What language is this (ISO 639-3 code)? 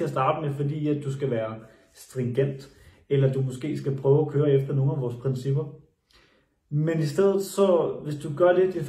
dan